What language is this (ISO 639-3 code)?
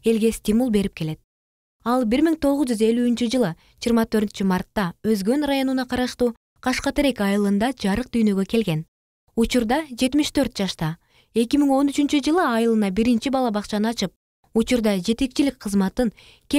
kir